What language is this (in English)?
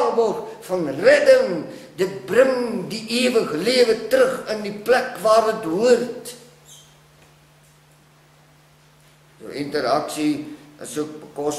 Afrikaans